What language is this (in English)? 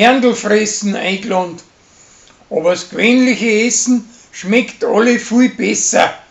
Bavarian